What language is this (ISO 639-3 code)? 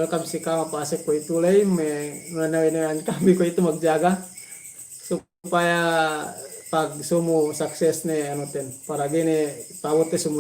yka